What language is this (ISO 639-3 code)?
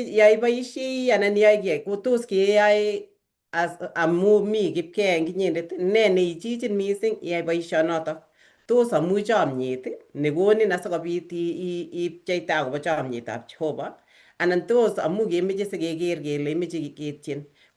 kln